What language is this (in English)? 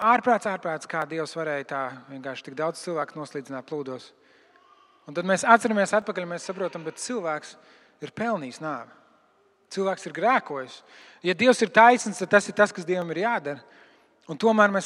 Latvian